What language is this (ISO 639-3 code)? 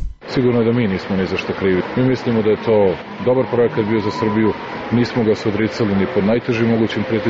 srp